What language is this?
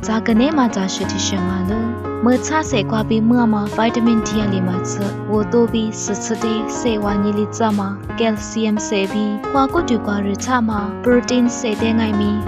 Lisu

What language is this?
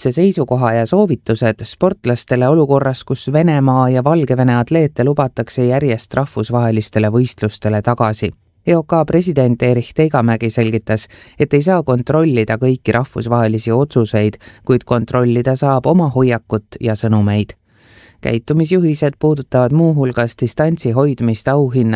Estonian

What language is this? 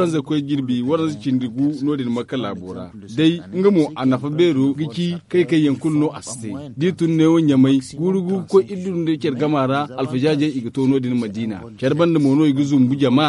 Zarma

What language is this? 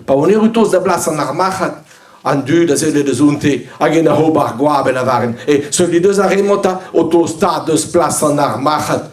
Breton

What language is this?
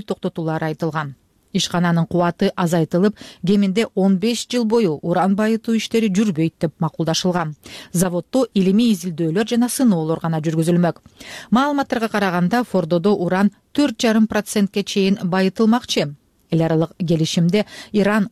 Kyrgyz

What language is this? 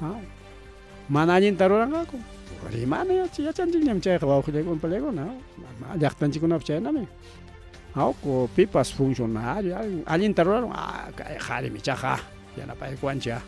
Ayacucho Quechua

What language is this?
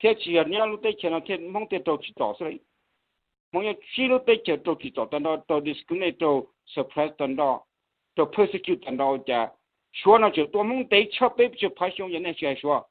Hmong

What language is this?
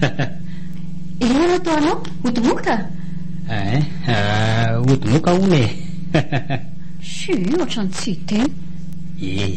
Malagasy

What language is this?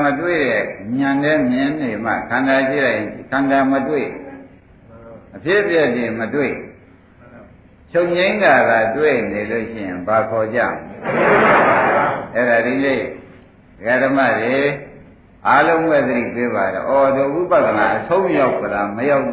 Burmese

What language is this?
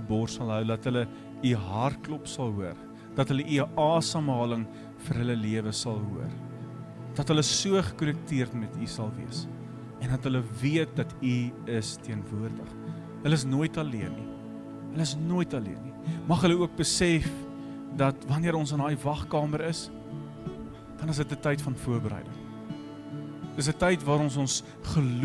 Afrikaans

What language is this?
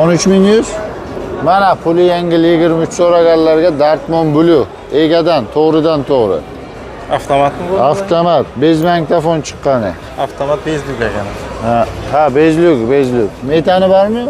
Uzbek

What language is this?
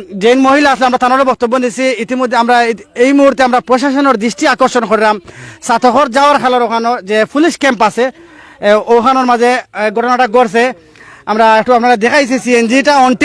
Sylheti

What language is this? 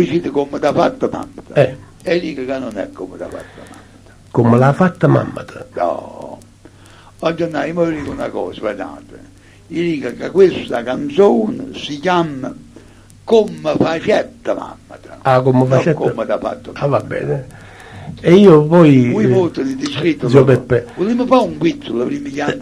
Neapolitan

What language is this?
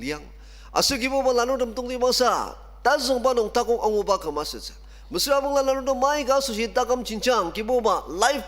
Ao Naga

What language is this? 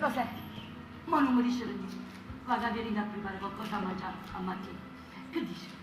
Neapolitan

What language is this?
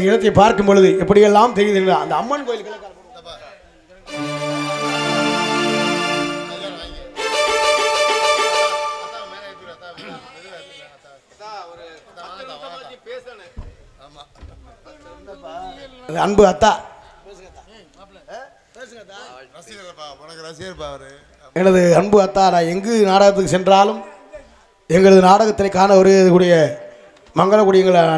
Tamil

